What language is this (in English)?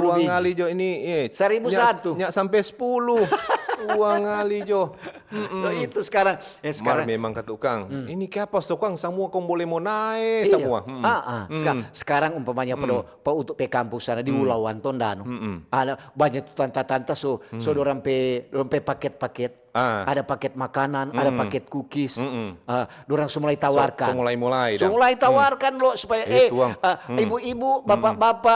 Manado Malay